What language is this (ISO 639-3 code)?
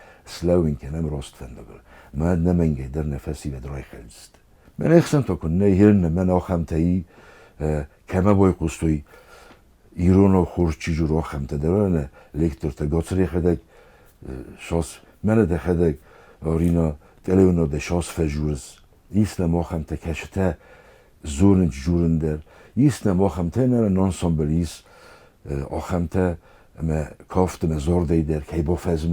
oss